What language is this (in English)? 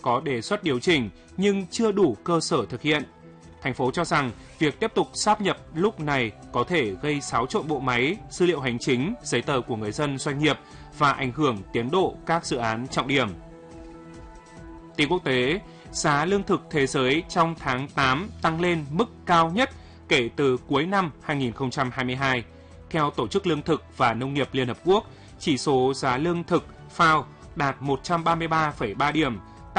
Vietnamese